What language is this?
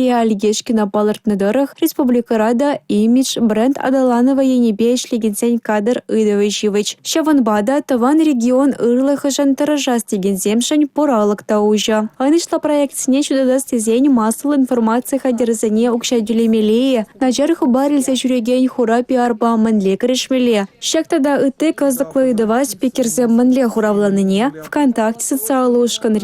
Chuvash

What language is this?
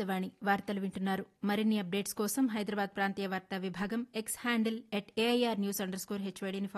Telugu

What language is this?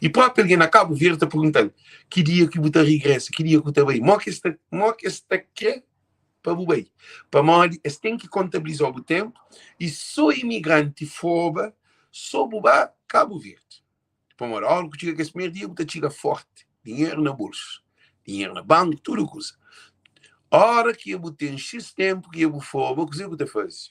Kabuverdianu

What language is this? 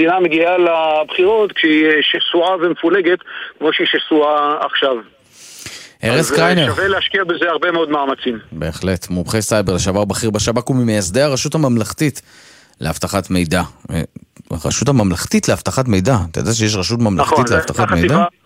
Hebrew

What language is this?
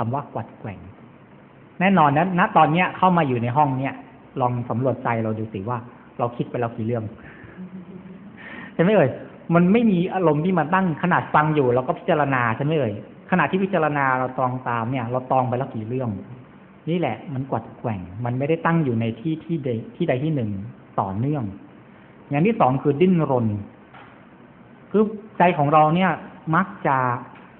Thai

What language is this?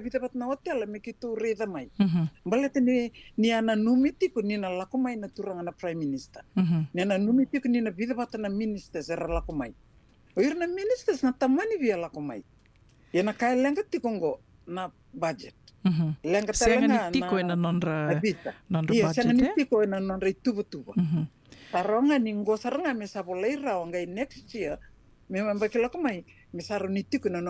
Fijian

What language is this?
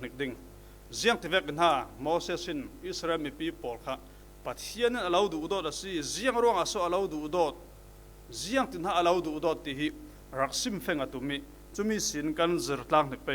Falam Chin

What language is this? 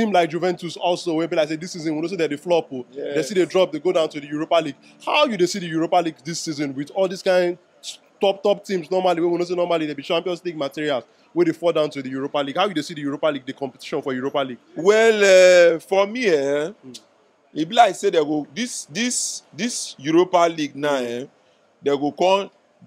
Nigerian Pidgin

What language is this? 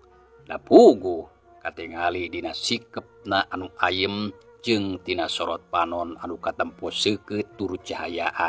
Sundanese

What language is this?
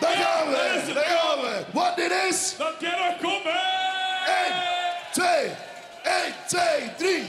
Limburgish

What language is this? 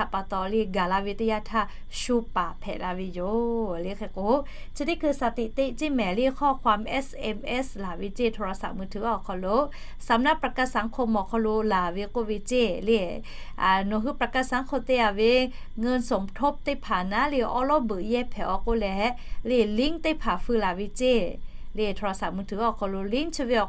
Lahu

